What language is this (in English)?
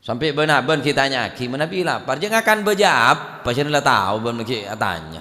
Madurese